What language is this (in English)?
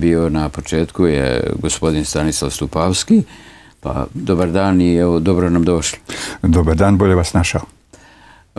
Serbian